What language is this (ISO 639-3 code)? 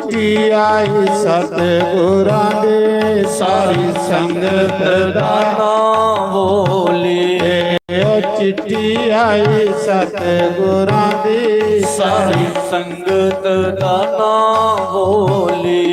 doi